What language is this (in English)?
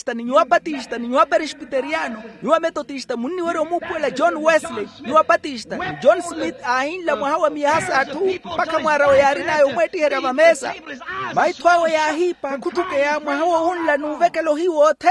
Makhuwa